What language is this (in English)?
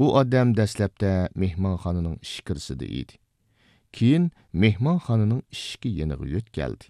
Uyghur